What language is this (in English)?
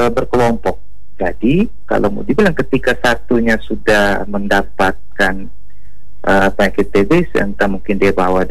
Indonesian